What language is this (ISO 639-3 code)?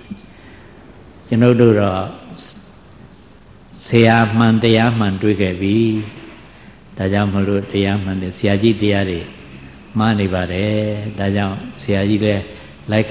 mya